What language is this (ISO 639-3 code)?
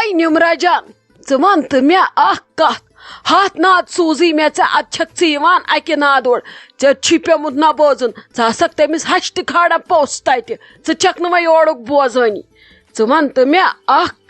kas